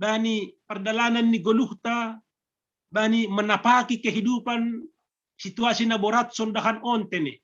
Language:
Batak Simalungun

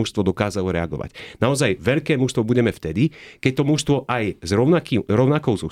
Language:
Slovak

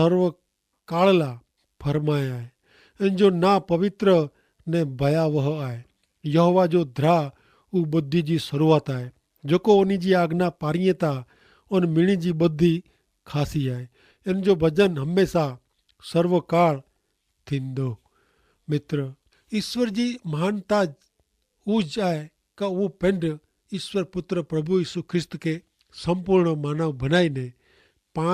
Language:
Kachhi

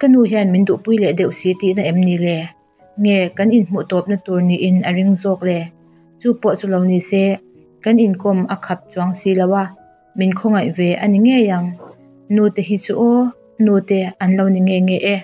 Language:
Mizo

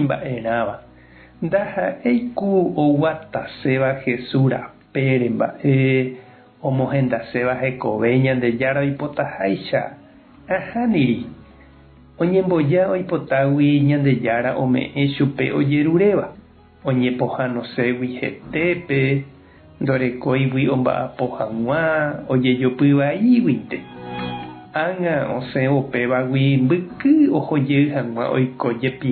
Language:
Guarani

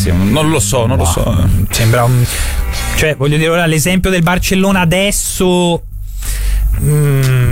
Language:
Italian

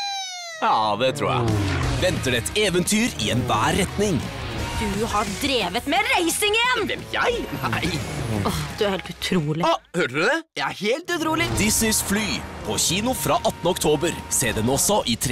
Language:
Norwegian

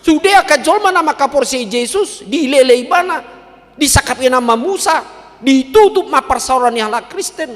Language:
Batak Toba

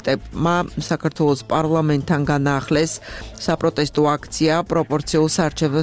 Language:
Georgian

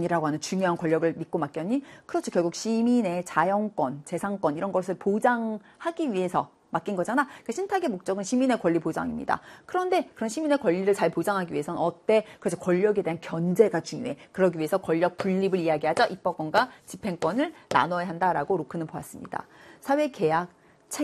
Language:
Korean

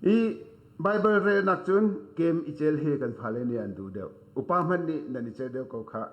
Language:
Hakha Chin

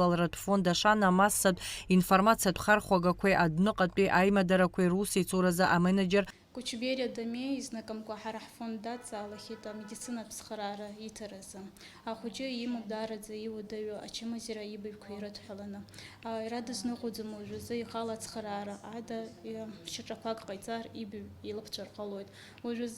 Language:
Abkhazian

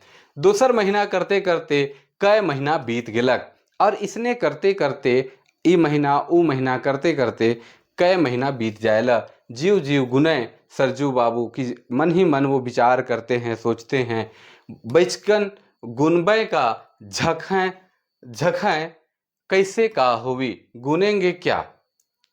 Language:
Sadri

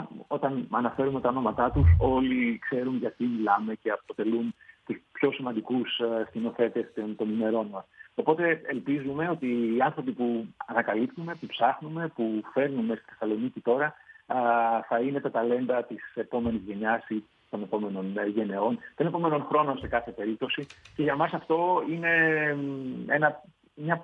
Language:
Greek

